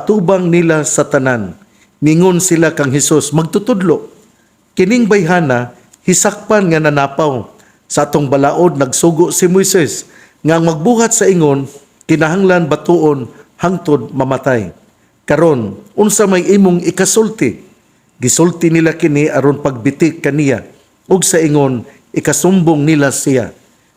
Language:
Cebuano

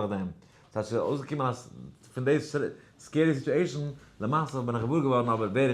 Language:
Yiddish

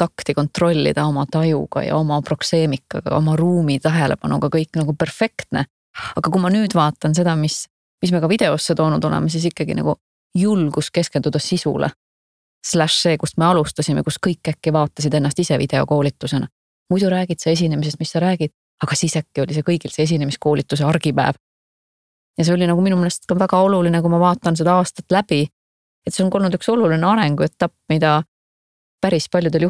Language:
Estonian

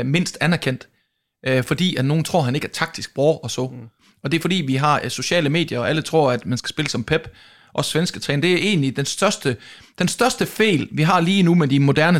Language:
Danish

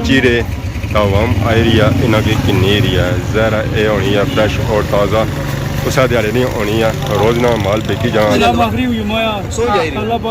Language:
Pahari-Potwari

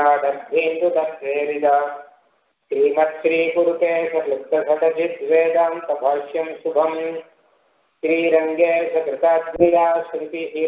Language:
Tamil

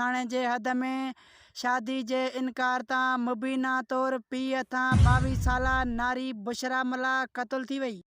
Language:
Sindhi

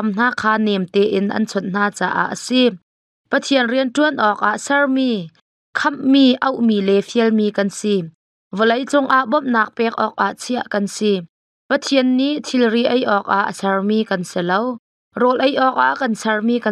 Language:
Hakha Chin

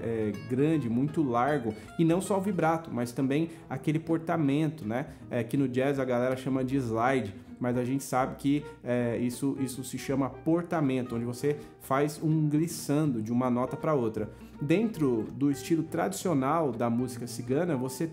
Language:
Portuguese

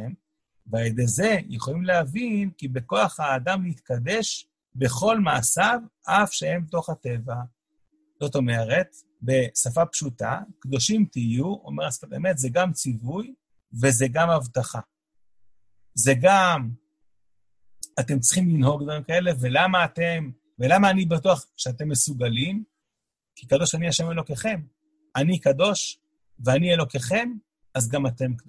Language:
Hebrew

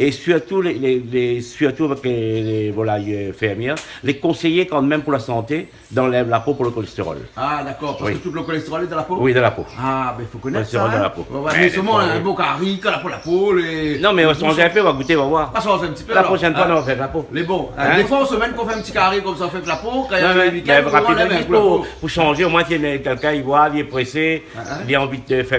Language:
Réunion Creole French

